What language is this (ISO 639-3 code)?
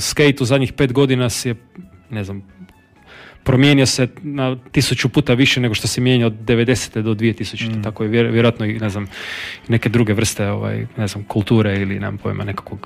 hrv